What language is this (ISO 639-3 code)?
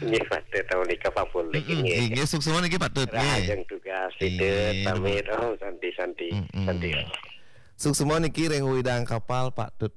ban